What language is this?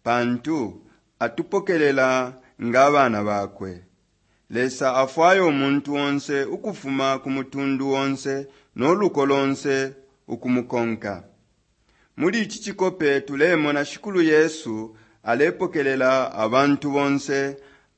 Bemba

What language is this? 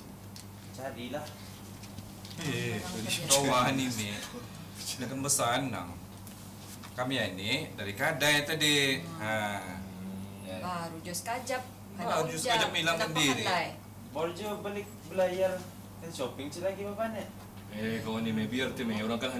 Malay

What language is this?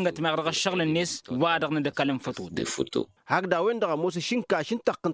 Tamasheq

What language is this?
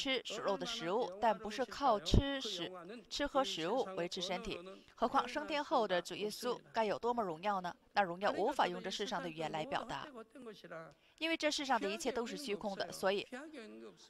Chinese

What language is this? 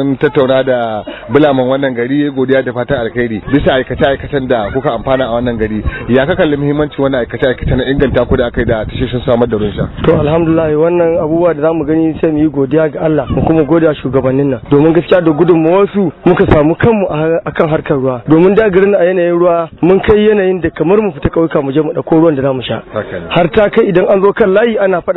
Hausa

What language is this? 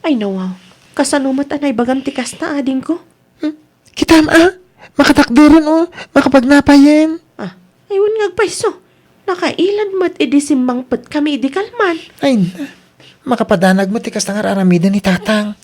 Iloko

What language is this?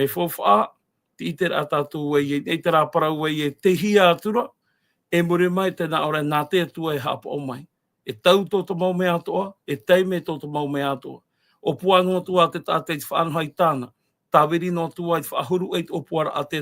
Tahitian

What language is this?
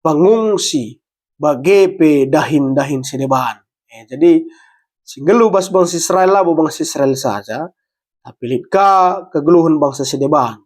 Batak Karo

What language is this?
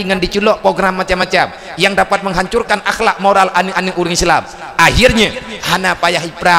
Achinese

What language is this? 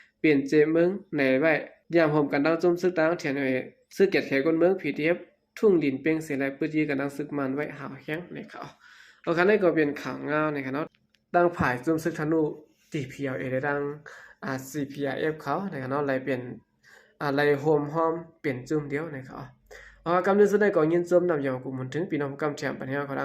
Shan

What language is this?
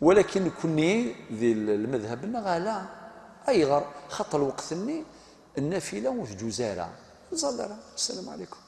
Kabyle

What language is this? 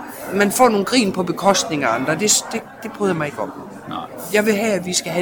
Danish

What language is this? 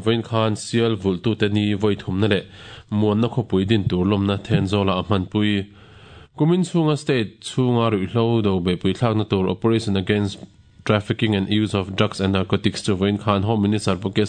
Mizo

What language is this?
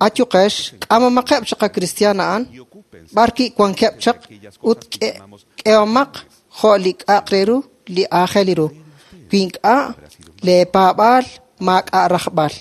Kekchí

